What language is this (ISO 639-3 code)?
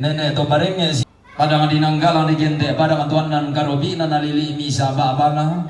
sda